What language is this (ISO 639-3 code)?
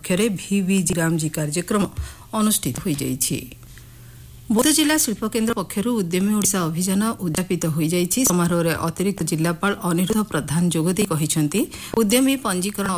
ori